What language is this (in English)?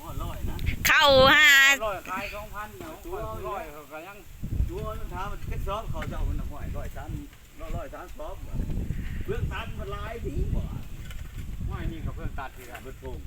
Lao